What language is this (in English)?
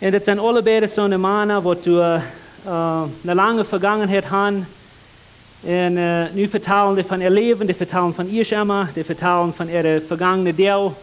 Plautdietsch